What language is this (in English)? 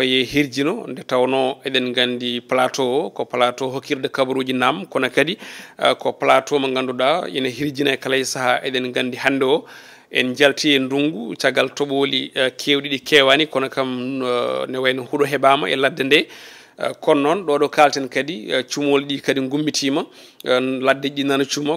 Fula